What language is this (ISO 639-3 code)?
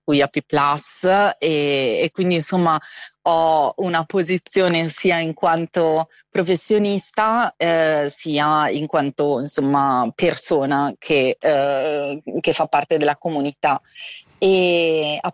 ita